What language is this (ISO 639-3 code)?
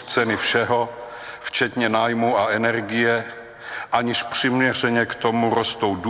ces